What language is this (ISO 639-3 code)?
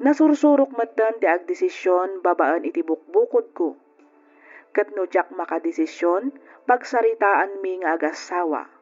ilo